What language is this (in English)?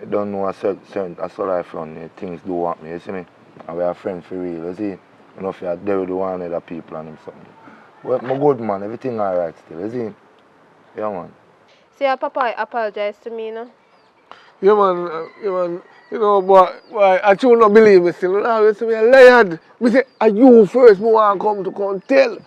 Jamaican Creole English